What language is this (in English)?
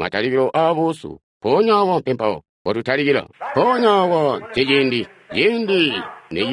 Tonga (Zambia)